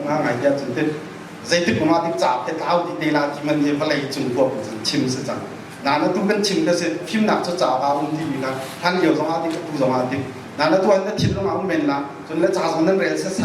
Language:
Hakha Chin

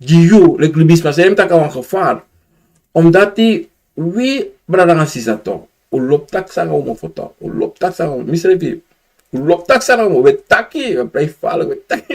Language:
Sranan Tongo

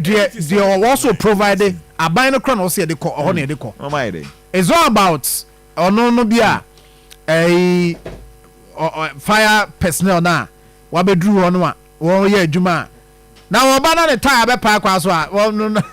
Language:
Akan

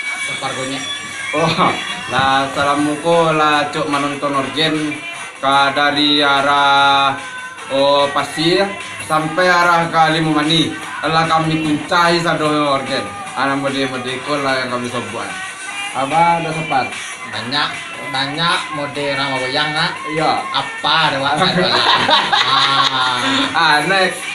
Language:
Minangkabau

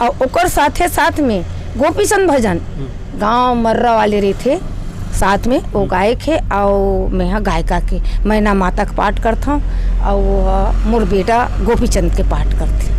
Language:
Chhattisgarhi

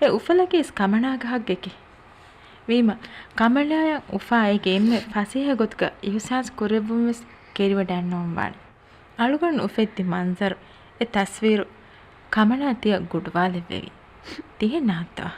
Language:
Divehi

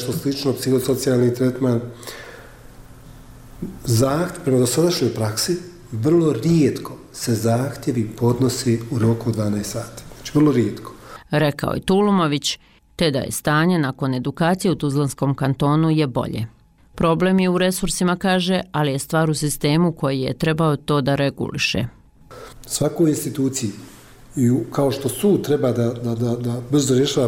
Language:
Bosnian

